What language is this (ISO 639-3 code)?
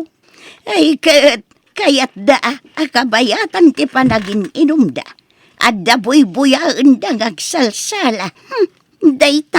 ilo